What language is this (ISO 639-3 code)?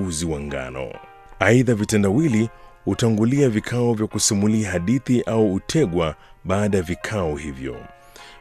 swa